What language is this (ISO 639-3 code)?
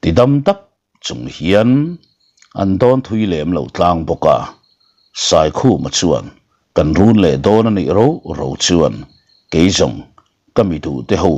lus